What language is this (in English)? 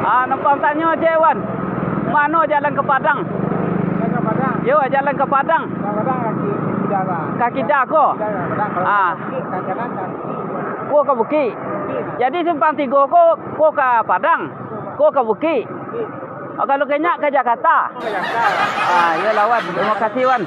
Minangkabau